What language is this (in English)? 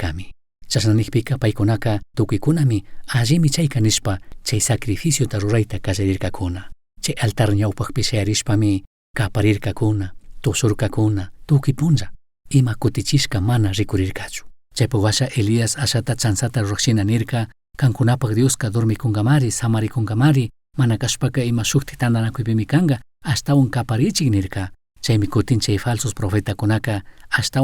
Chimborazo Highland Quichua